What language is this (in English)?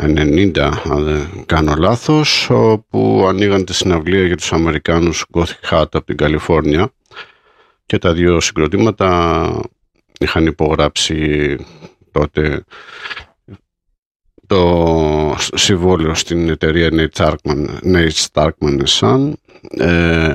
Greek